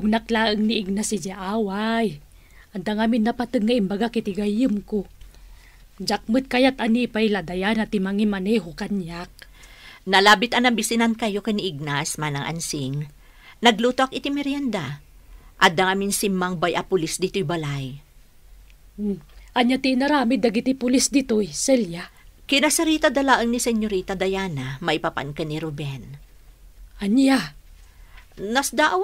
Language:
Iloko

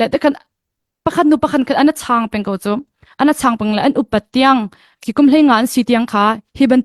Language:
Hakha Chin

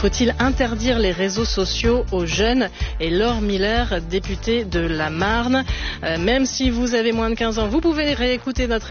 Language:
French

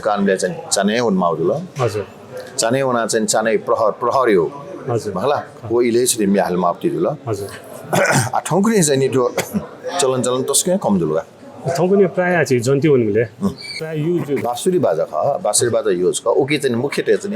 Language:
Newari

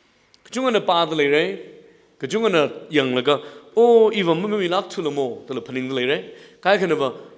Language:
Tangkhul Naga (India)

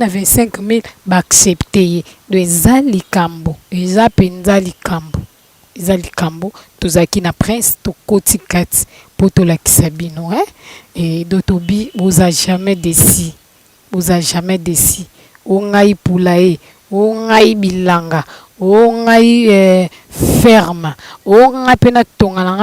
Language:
Lingala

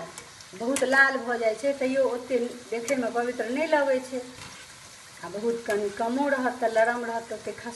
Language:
Maithili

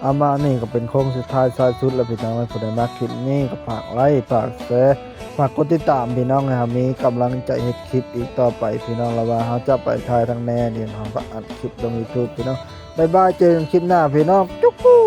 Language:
Northeastern Thai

